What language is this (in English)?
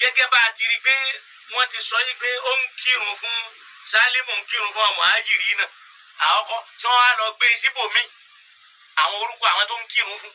Yoruba